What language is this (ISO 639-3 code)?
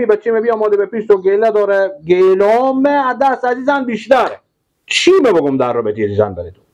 fas